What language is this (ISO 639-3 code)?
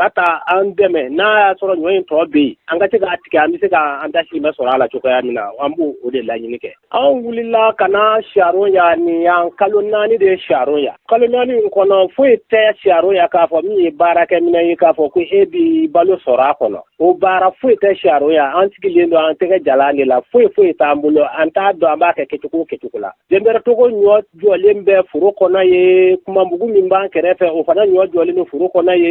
bam